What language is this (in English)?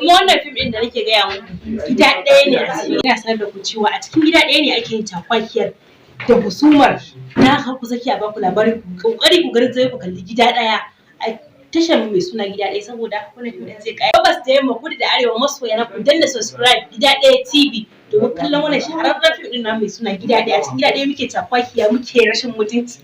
Hausa